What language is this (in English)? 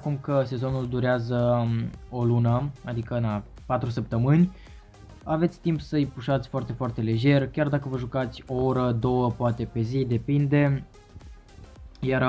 Romanian